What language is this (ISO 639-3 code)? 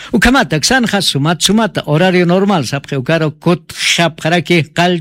aym